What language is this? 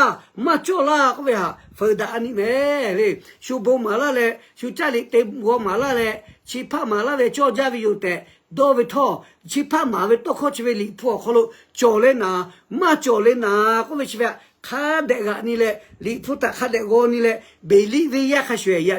Lahu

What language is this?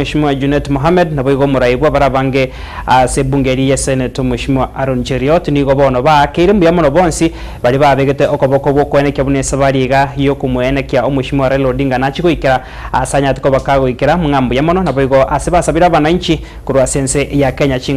Gusii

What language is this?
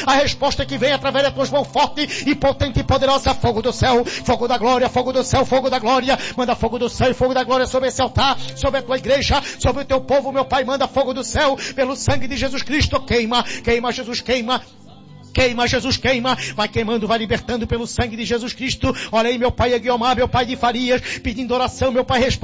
Portuguese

